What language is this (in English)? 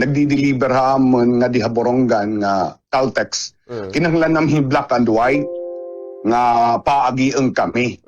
Waray